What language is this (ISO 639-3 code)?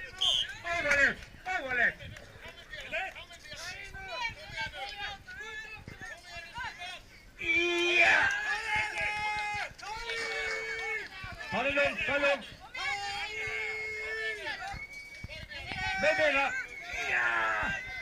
swe